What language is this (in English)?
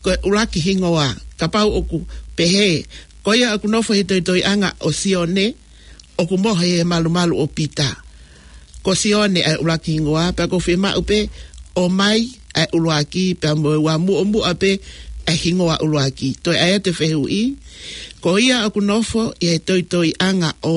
Tongan